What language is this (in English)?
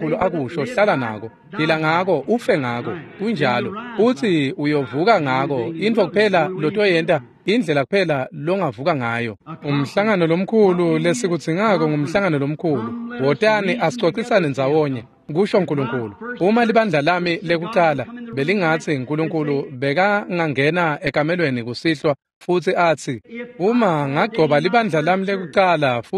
Swati